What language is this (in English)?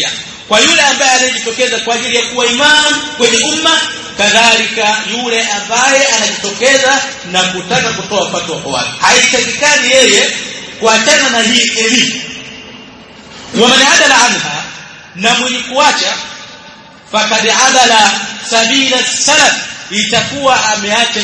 Swahili